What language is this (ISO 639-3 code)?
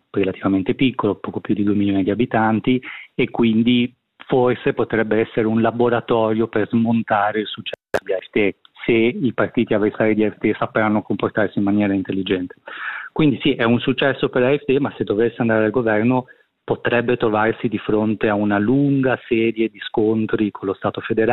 ita